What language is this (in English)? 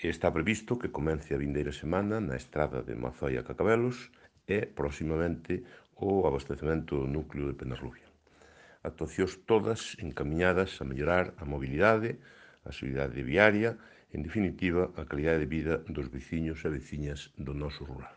Galician